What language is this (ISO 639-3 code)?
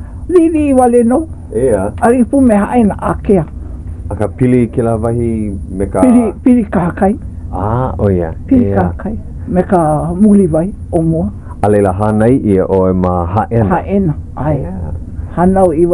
haw